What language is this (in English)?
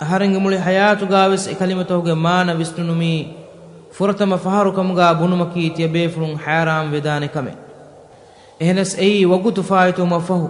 Divehi